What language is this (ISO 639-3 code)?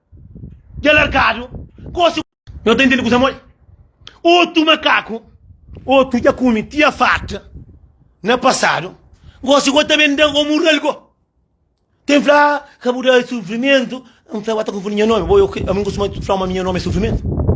kea